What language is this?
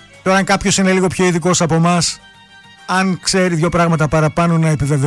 Greek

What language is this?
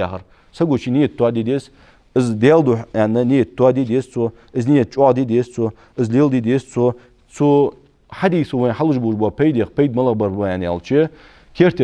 Ingush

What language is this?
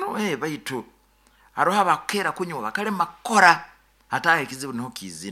Nyoro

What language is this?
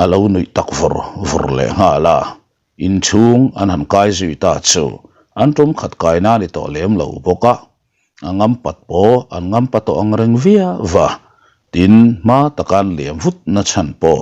Mizo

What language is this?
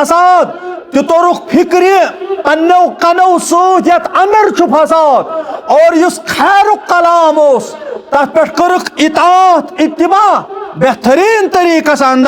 Kashmiri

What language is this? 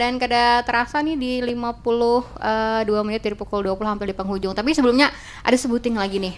Banjar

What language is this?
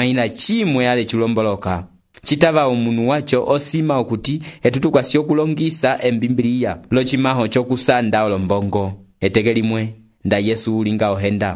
Umbundu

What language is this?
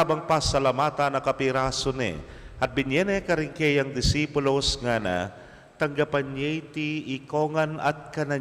Pampanga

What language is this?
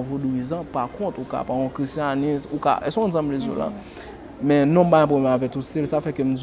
Haitian Creole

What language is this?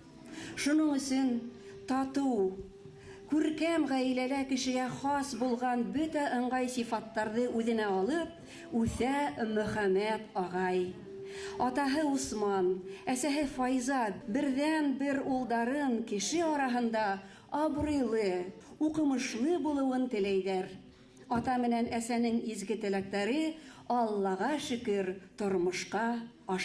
Bashkir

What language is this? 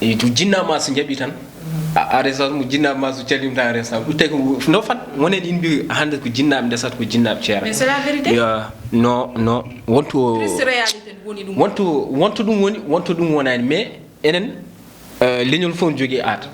Fula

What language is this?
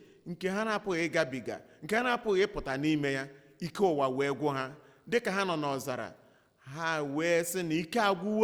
Igbo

